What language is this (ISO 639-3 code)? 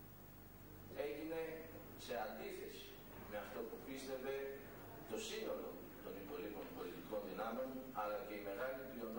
ell